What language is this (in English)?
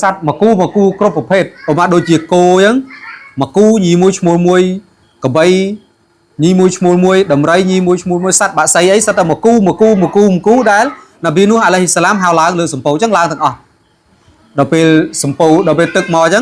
Khmer